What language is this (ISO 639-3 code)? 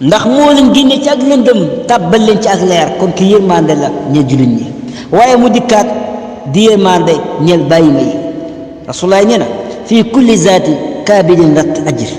wol